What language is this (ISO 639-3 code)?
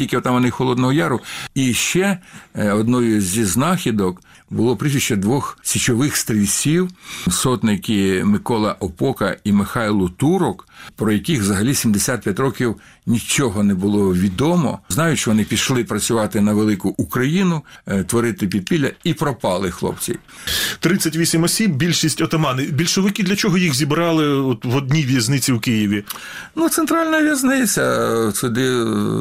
ukr